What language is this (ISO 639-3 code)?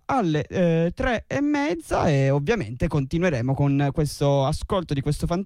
ita